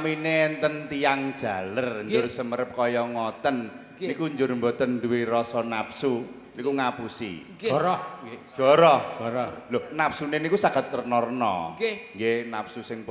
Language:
Javanese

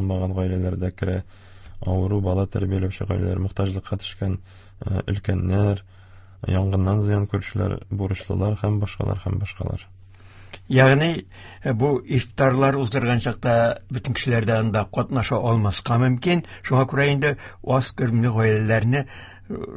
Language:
Tatar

